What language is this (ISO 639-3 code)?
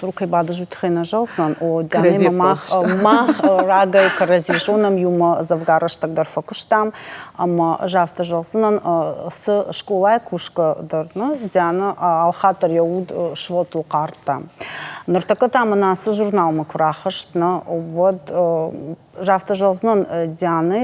oss